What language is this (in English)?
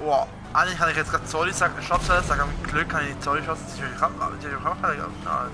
Swiss German